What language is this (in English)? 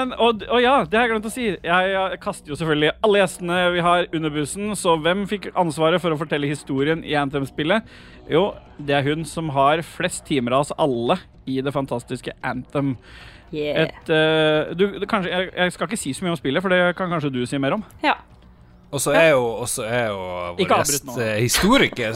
Norwegian